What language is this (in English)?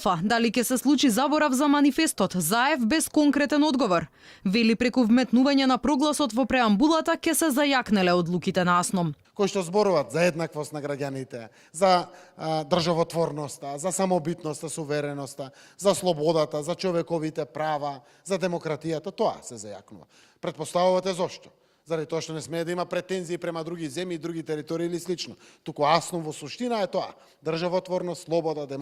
Macedonian